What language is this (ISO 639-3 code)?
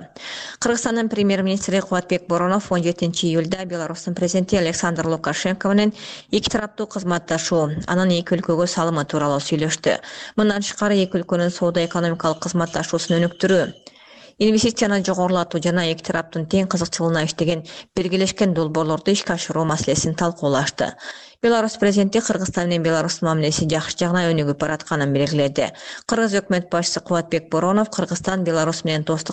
kir